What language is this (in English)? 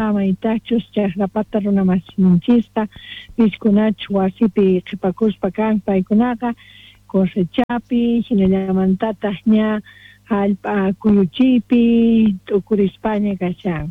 South Bolivian Quechua